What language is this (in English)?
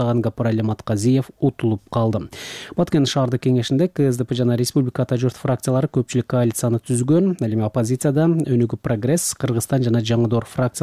Kyrgyz